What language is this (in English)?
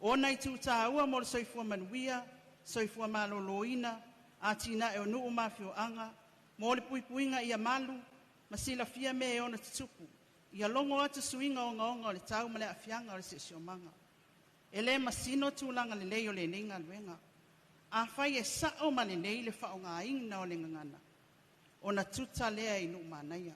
Samoan